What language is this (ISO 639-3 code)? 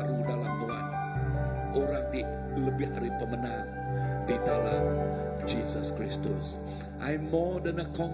iba